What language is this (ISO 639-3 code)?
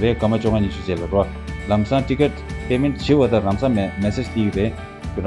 bod